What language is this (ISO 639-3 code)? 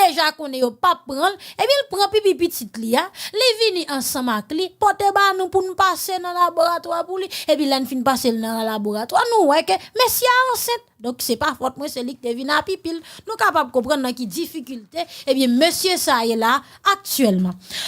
hat